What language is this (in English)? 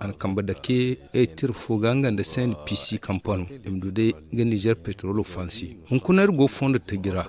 Zarma